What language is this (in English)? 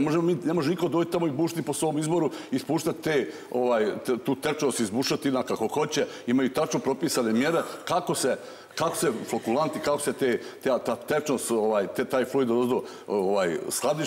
Serbian